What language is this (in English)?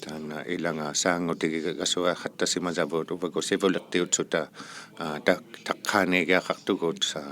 Inuktitut